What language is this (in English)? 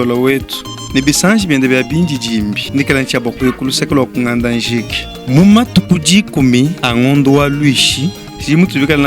Luba-Lulua